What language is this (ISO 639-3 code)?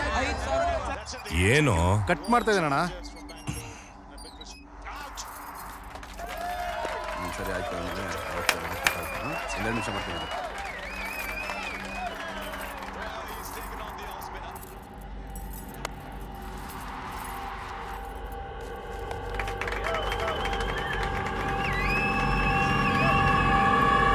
kan